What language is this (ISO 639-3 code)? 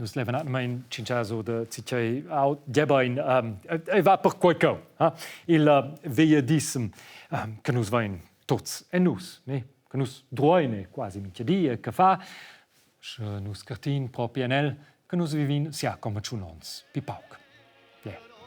roh